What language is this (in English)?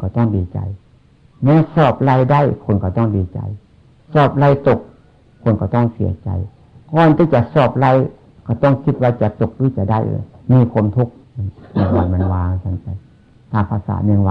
Northeastern Thai